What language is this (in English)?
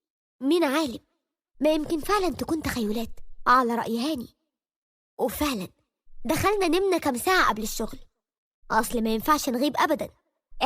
Egyptian Arabic